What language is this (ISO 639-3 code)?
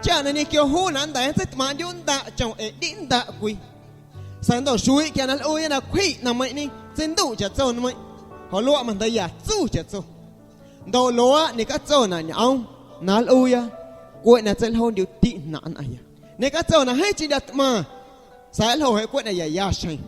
amu